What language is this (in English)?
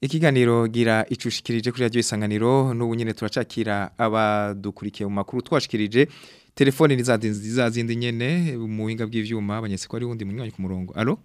Rundi